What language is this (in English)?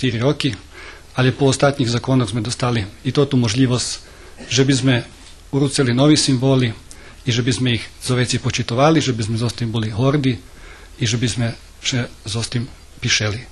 Rusyn